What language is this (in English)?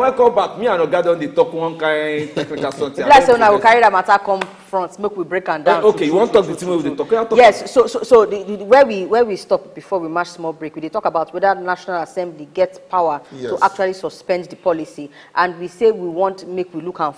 Nigerian Pidgin